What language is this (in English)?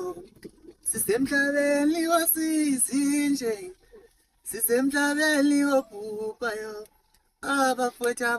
Zulu